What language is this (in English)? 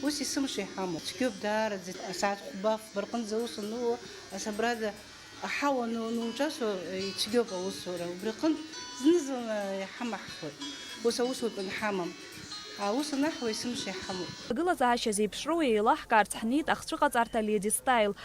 Abkhazian